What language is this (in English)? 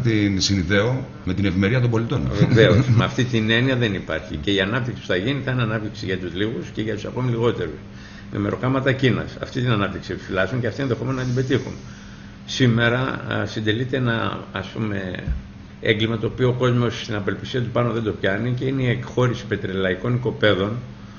Greek